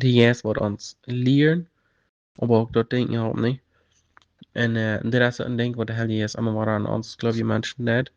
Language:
Plautdietsch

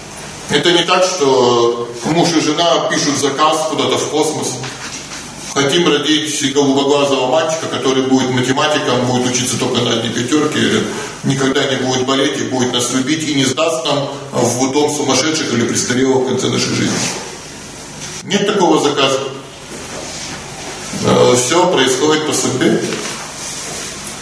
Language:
Russian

